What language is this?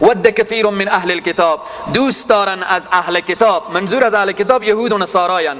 Persian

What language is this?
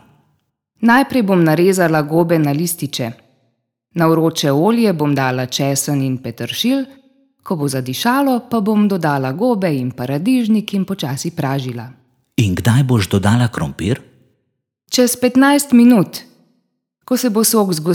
Slovenian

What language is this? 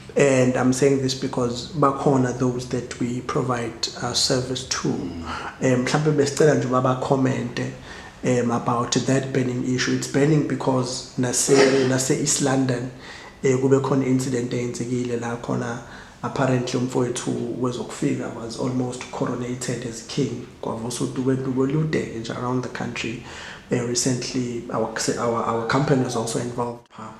Zulu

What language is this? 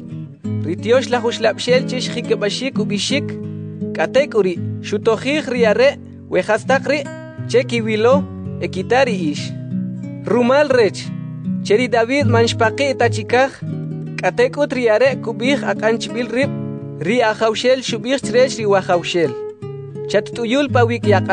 Kʼicheʼ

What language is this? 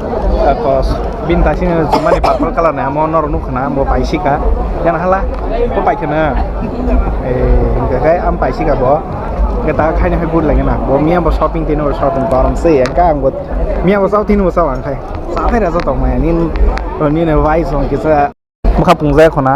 Kok Borok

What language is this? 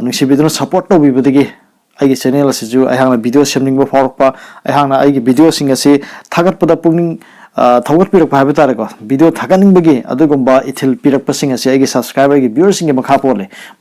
Manipuri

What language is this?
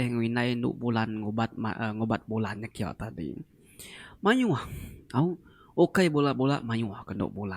Iban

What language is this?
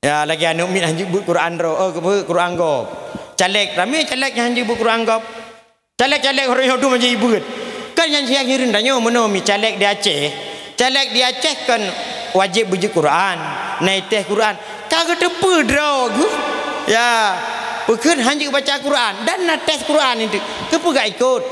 Achinese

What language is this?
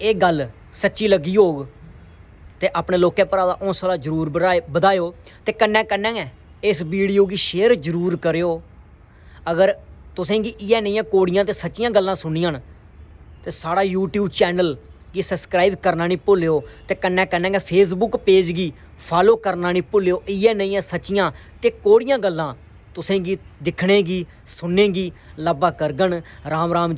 Dogri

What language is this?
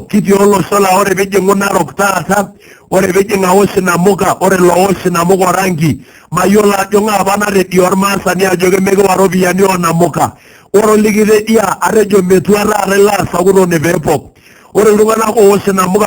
Masai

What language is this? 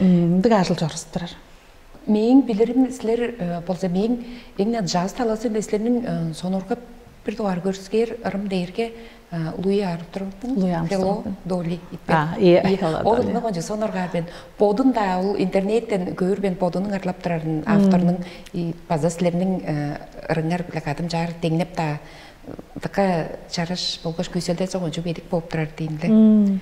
Tuvinian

